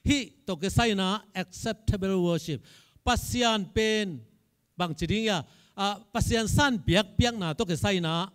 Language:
Tedim Chin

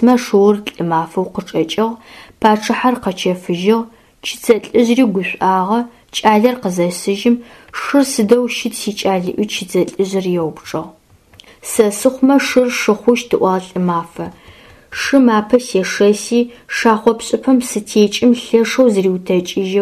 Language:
Adyghe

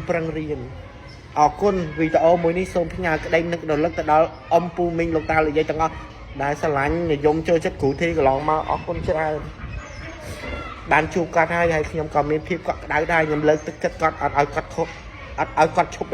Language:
Khmer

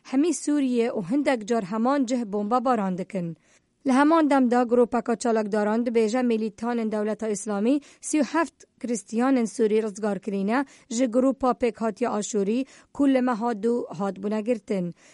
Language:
Kurdish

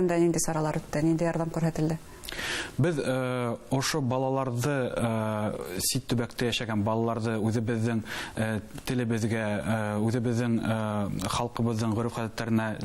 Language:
Bashkir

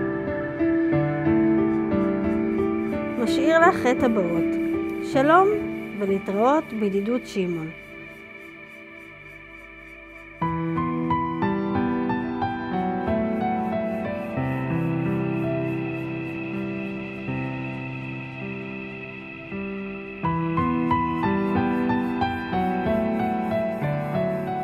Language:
Hebrew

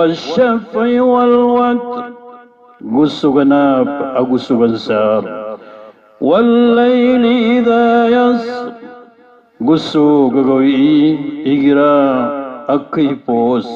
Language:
Maranao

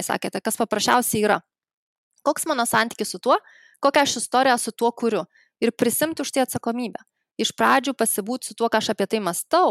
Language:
Lithuanian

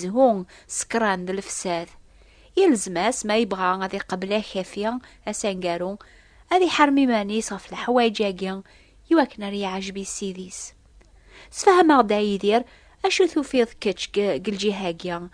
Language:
Kabyle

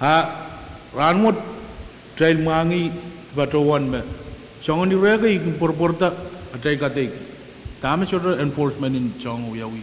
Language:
Pohnpeian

